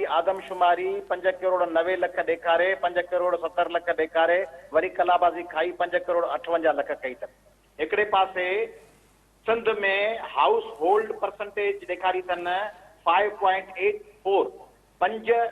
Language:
Sindhi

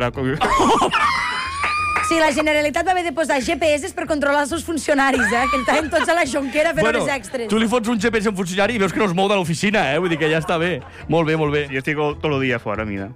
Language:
Catalan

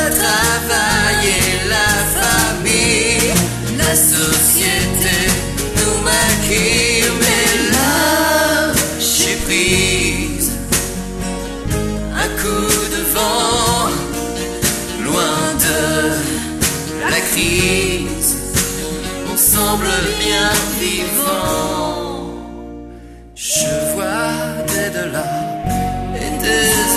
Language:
French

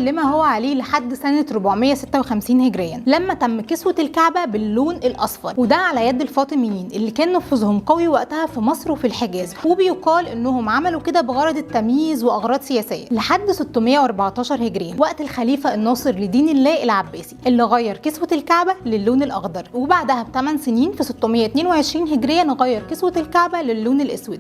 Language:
Egyptian Arabic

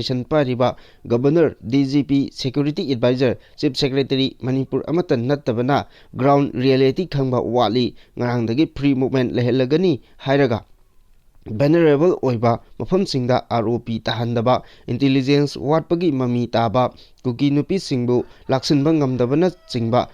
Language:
Manipuri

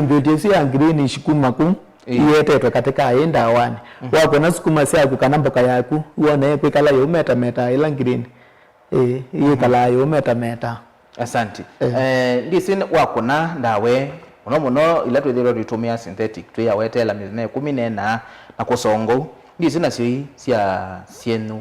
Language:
Kamba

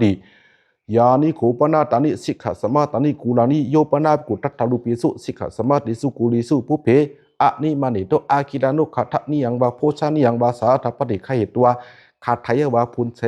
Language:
Pali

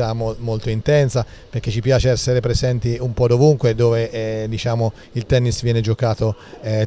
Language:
Italian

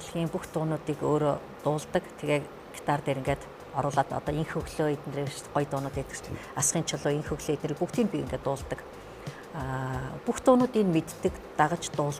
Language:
Mongolian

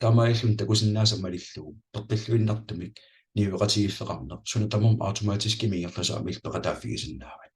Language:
Kalaallisut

